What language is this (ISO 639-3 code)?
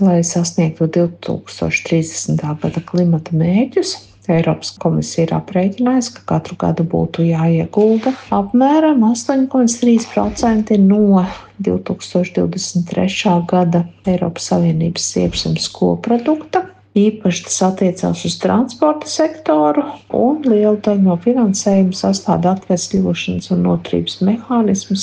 lav